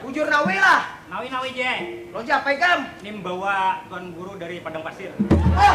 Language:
Banjar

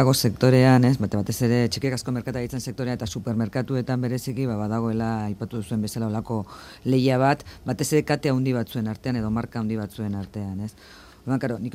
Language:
Basque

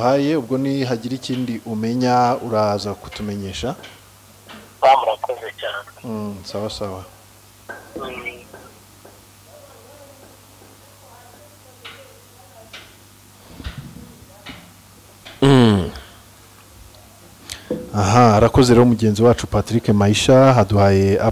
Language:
Kinyarwanda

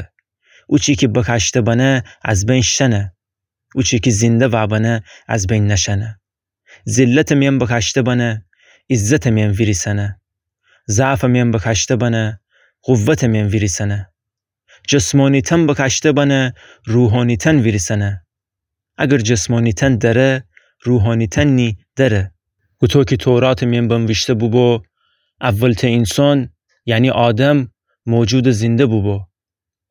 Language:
Gilaki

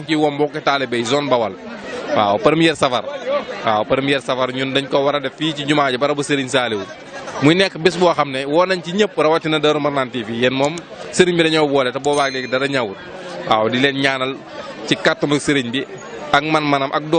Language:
Wolof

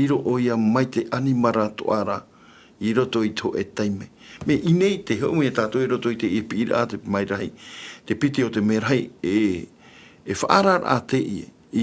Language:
Tahitian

